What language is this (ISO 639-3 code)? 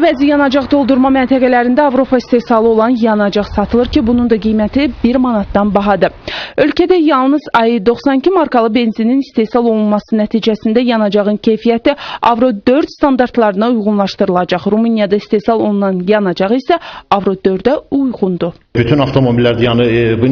aze